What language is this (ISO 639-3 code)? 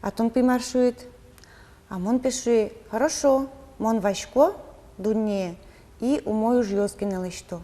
udm